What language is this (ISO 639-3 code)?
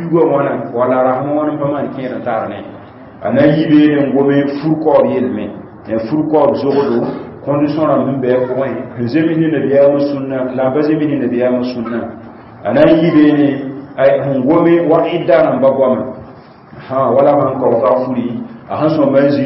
mos